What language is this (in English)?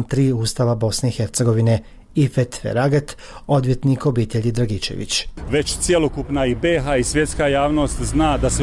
Bosnian